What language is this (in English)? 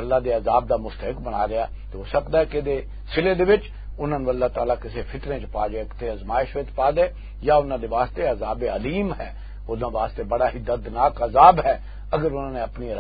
Western Panjabi